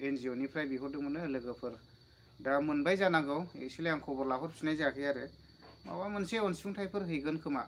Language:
Bodo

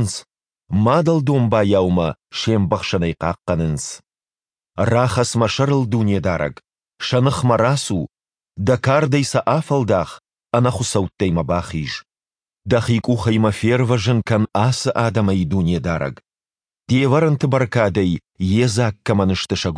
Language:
Ossetic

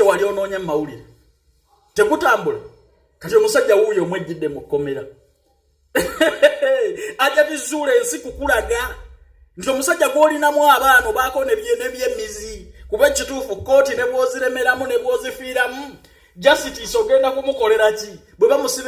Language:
Ganda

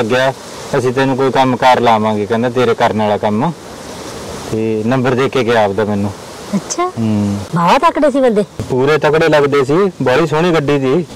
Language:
Punjabi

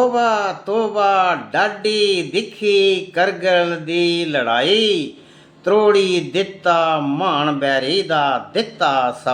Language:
Dogri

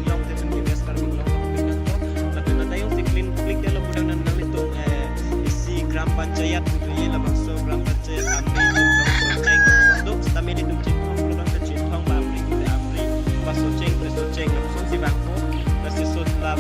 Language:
Karbi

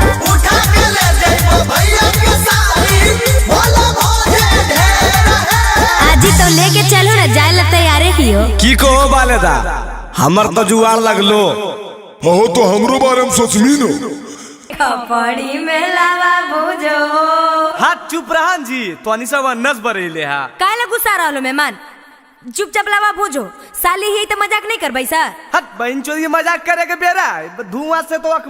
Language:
Magahi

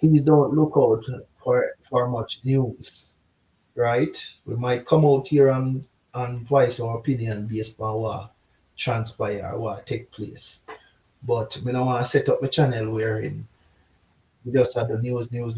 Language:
Jamaican Creole English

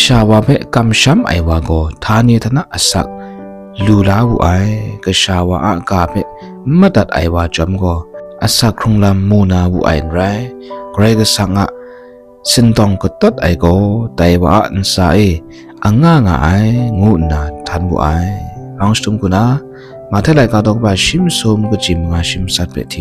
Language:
Kachin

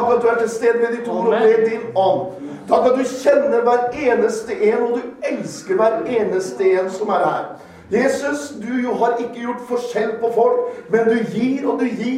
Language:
Norwegian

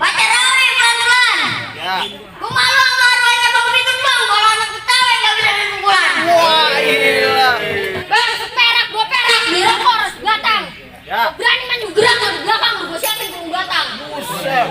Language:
Betawi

